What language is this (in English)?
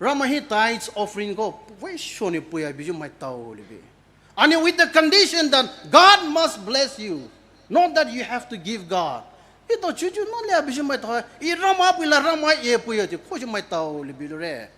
Poumei Naga